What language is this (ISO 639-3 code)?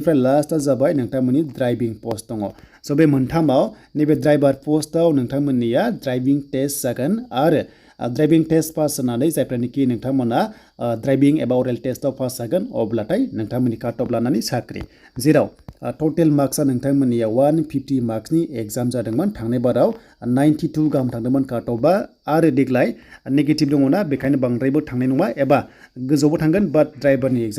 brx